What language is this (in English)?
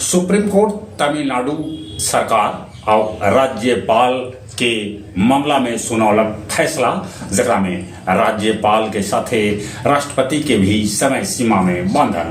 Magahi